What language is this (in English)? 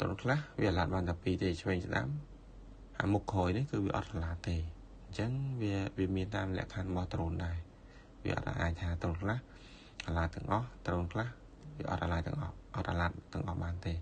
Khmer